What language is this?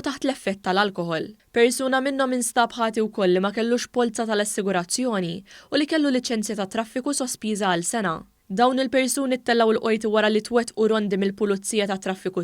Maltese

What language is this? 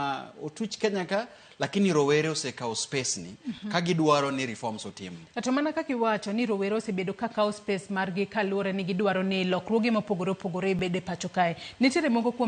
Luo (Kenya and Tanzania)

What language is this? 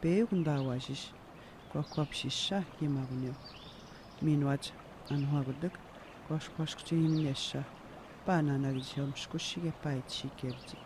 Atikamekw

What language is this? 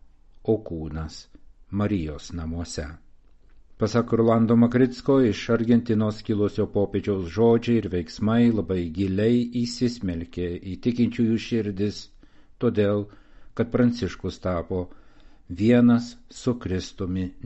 Lithuanian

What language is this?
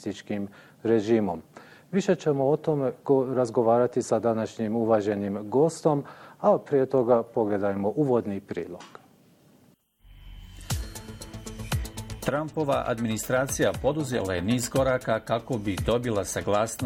Bosnian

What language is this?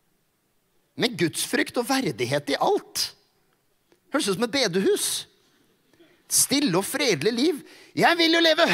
Norwegian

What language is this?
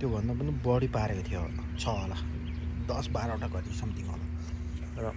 Nepali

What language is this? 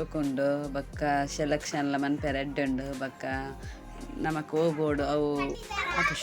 Tulu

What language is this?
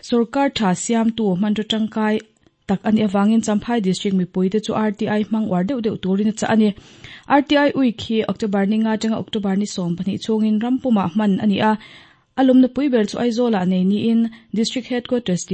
Mizo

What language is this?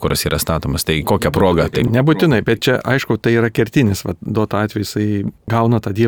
Lithuanian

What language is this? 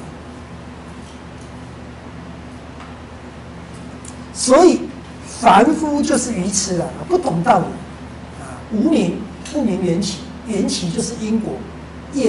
Chinese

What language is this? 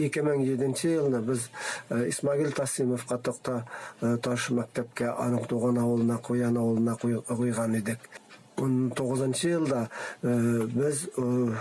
Bashkir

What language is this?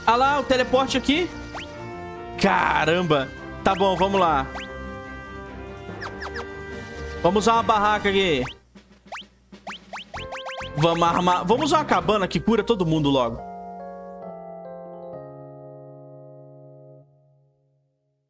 Portuguese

